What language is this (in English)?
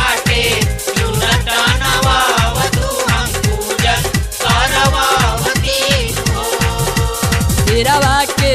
Bhojpuri